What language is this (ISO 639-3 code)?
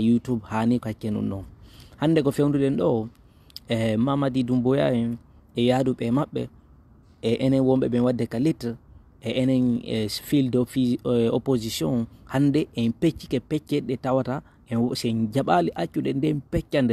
ful